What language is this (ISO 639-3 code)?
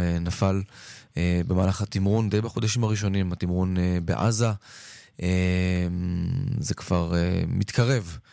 heb